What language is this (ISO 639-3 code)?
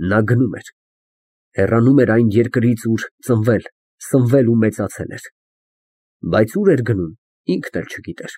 hye